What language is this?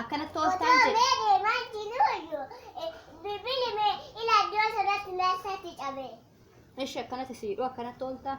Oromo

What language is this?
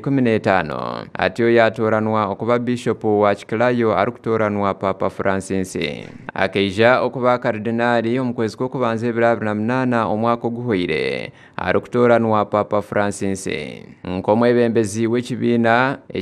Nyankole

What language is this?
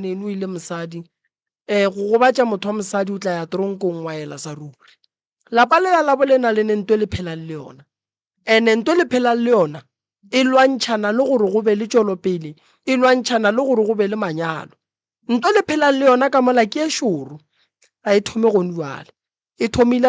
Northern Sotho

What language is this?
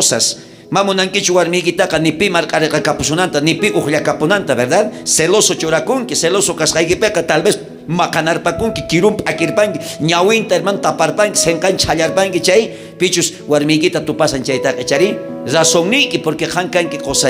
South Bolivian Quechua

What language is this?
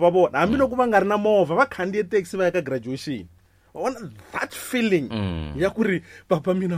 Tsonga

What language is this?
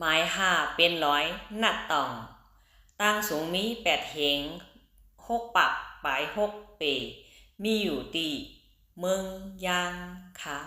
Shan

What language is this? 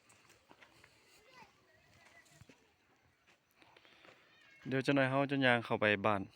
Lao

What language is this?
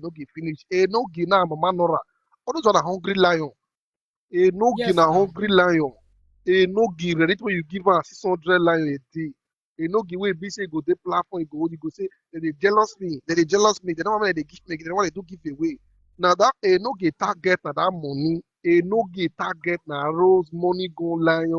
Nigerian Pidgin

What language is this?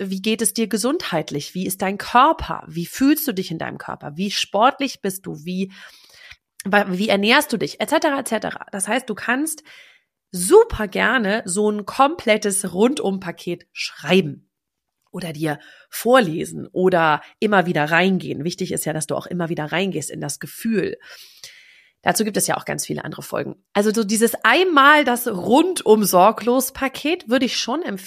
German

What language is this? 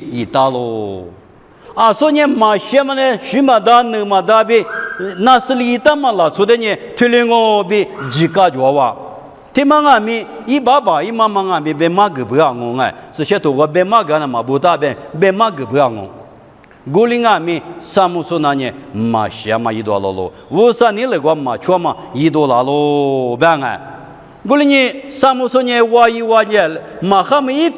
Lisu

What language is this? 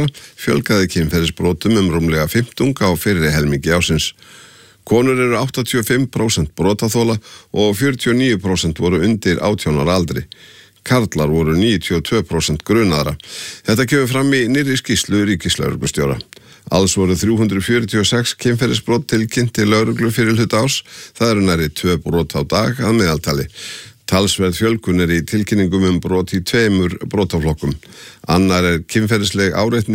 Icelandic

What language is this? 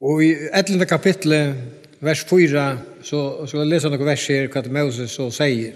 Faroese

